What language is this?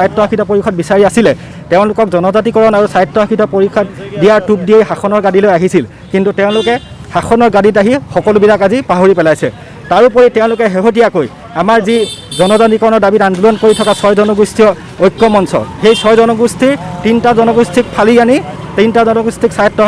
Assamese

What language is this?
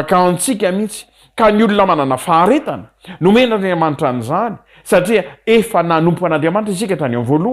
Malagasy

